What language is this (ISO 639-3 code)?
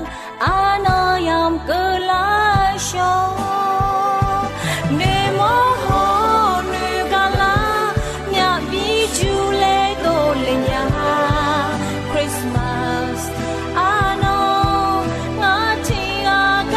ahk